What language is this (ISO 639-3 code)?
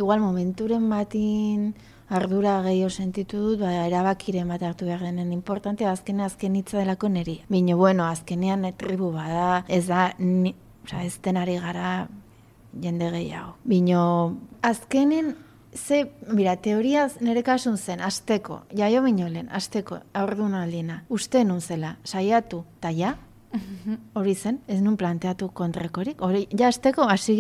eus